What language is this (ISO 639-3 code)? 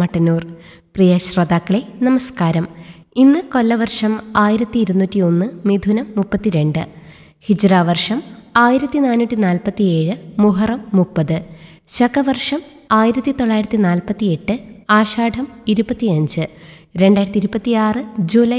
mal